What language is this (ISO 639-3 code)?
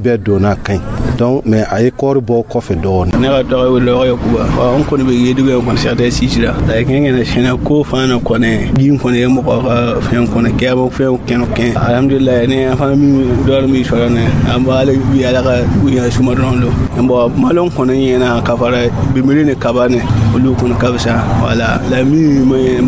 dyu